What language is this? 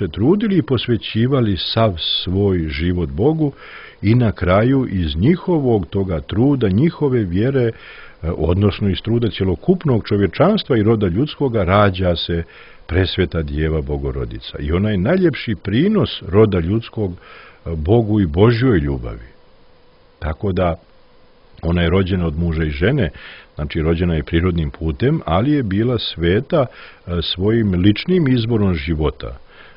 Serbian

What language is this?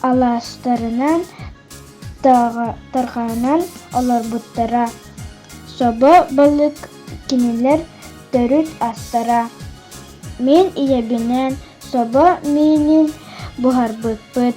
Yakut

